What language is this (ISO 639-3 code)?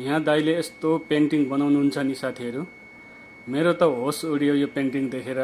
nep